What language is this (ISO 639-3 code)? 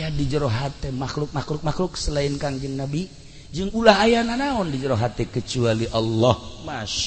sun